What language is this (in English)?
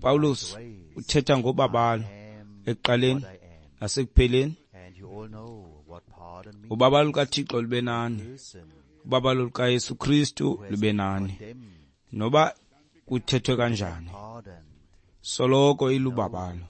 Xhosa